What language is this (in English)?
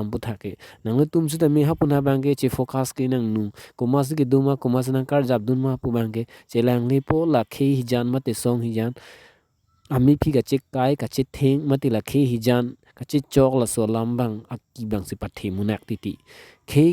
Karbi